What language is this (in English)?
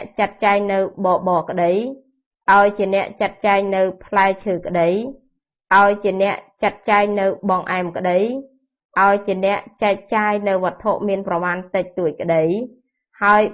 Khmer